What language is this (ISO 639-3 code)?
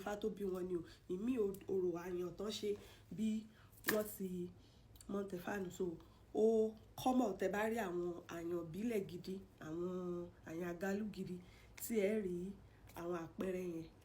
yor